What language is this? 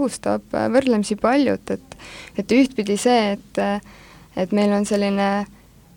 Estonian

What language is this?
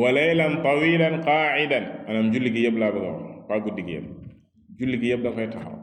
Wolof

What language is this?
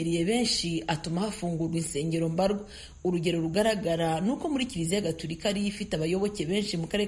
Kinyarwanda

